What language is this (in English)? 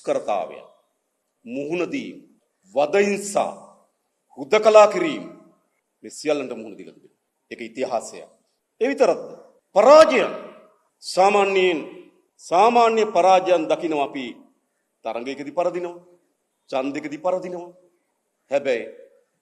Sinhala